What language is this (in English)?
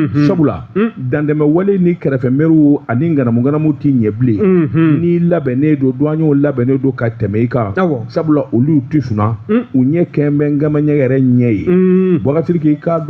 Bambara